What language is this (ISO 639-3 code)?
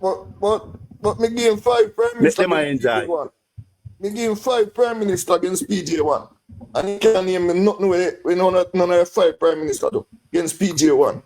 jam